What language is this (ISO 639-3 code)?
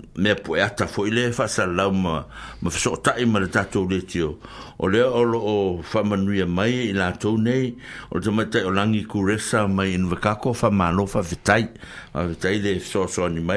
smo